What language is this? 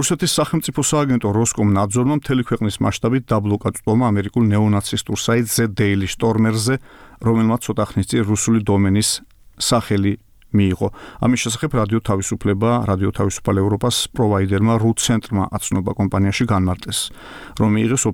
Georgian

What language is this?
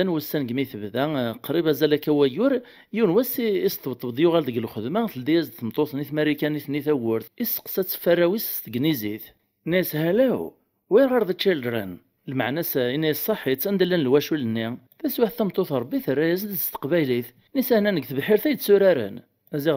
Kabyle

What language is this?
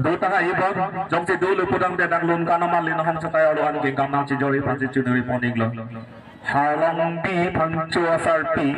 Karbi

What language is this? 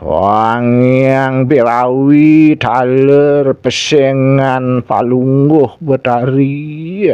Balinese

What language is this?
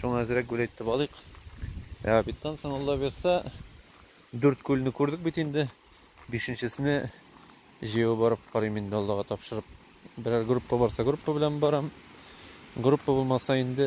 Tatar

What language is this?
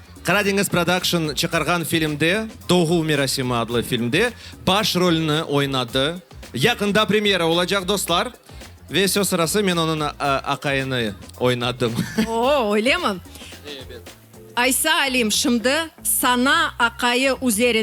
Crimean Tatar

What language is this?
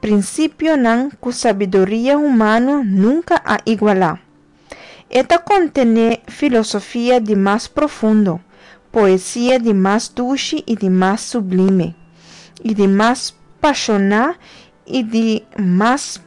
Papiamento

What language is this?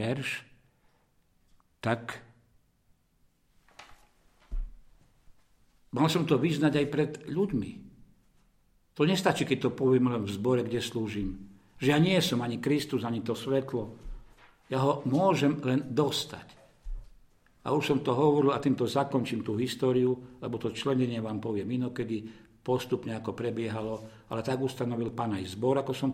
Slovak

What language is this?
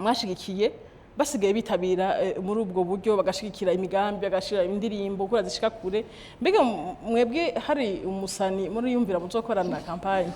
Rundi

